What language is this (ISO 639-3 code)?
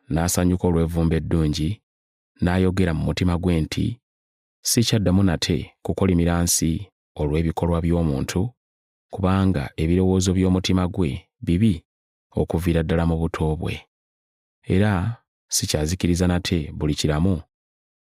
lug